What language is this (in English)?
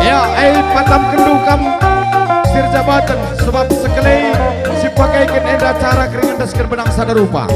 Batak Karo